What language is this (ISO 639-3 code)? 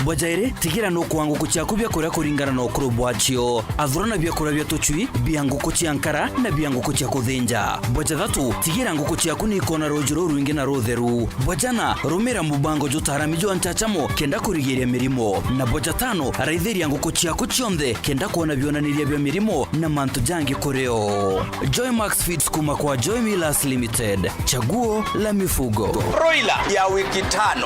mer